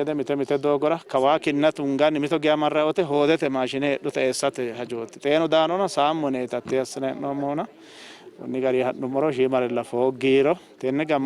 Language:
Sidamo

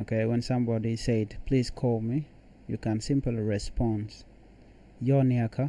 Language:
Nuer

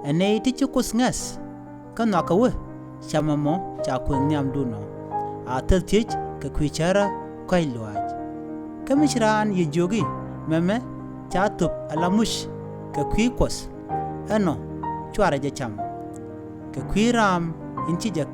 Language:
Nuer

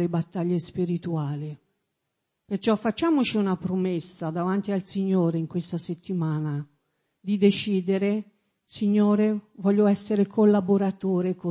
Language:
Italian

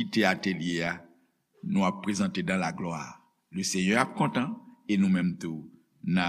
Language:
Haitian Creole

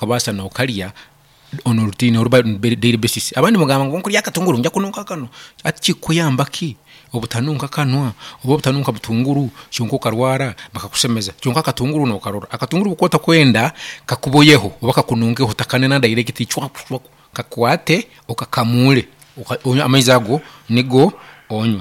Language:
Nyankole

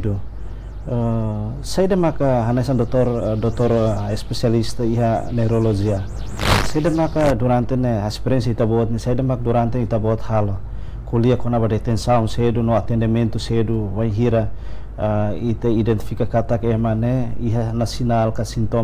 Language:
Tetum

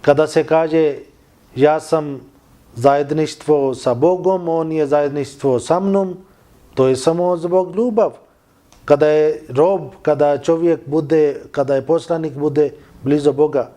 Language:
Bosnian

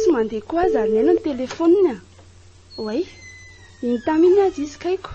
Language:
Malagasy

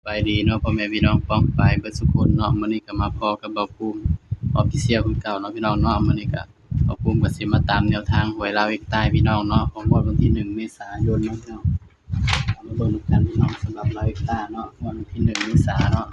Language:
Northeastern Thai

